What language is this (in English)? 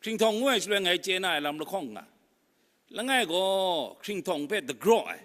Kachin